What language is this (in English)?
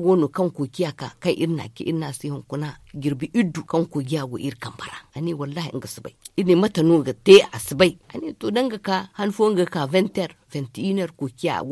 Zarma